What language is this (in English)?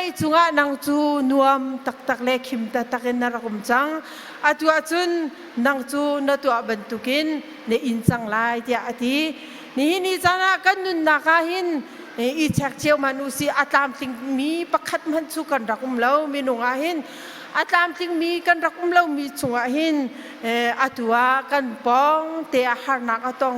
Hakha Chin